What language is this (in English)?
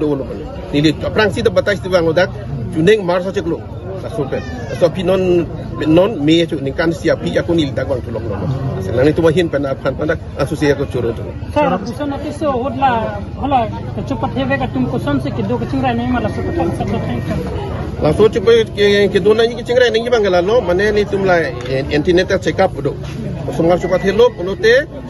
Karbi